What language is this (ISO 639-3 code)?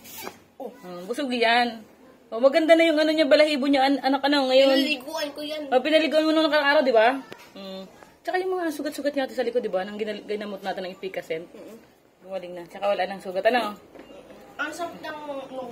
fil